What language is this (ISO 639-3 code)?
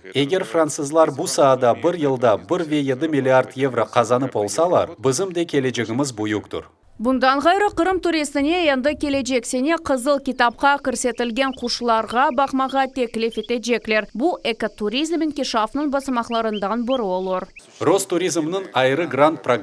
crh